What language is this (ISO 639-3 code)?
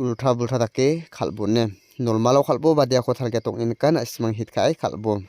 grt